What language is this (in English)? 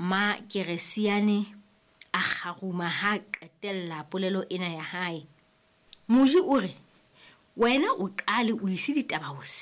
Southern Sotho